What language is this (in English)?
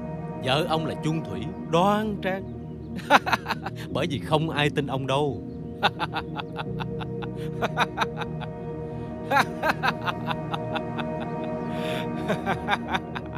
Vietnamese